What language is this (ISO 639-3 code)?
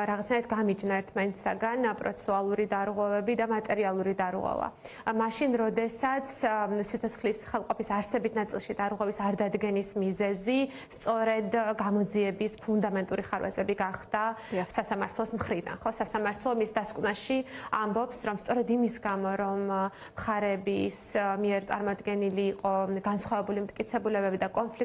kat